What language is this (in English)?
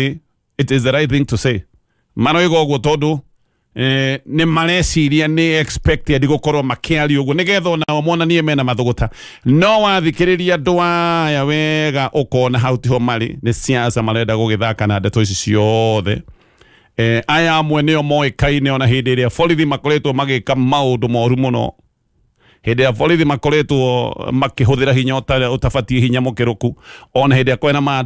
Kikuyu